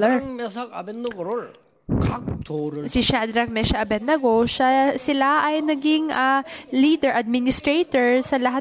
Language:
Filipino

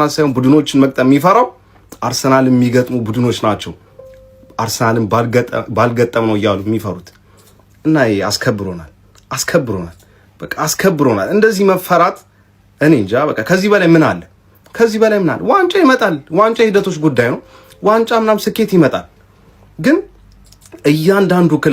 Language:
Amharic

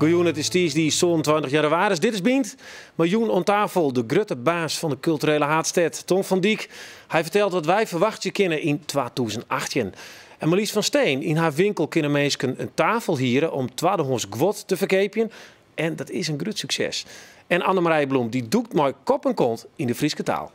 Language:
Western Frisian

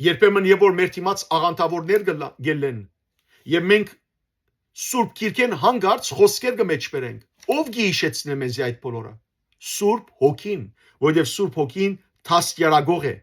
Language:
Western Armenian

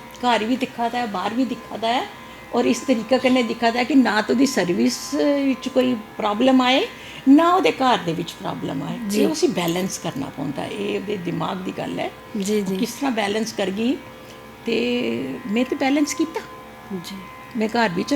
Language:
Dogri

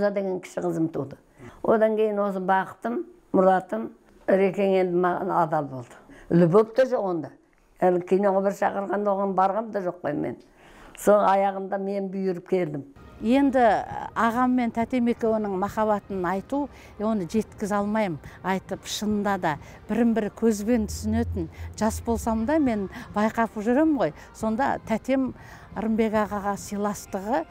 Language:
Kazakh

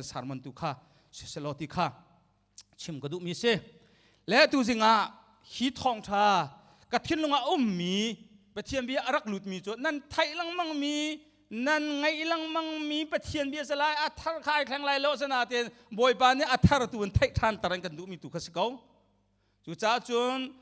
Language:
Hakha Chin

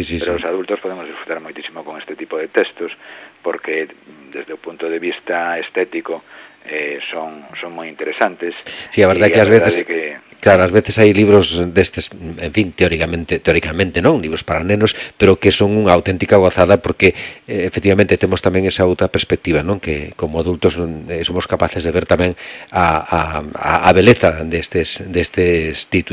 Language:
Galician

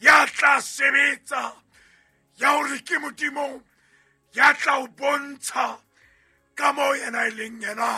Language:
Southern Sotho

